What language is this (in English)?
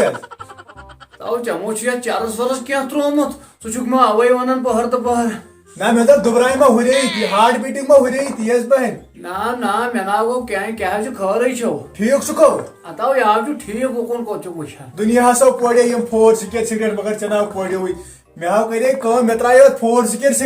Kashmiri